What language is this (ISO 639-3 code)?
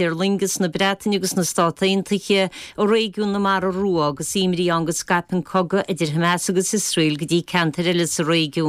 gle